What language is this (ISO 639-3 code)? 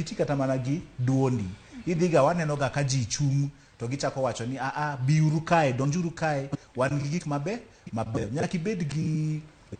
luo